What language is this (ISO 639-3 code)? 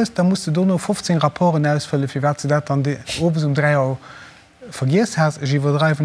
ltz